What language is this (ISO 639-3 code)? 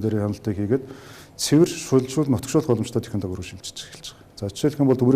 mon